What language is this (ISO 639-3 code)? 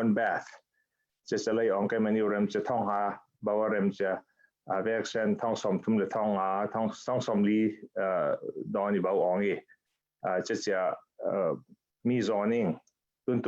cfm